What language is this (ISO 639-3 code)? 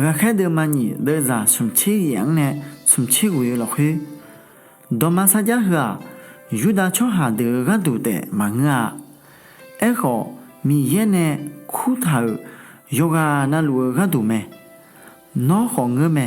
ahk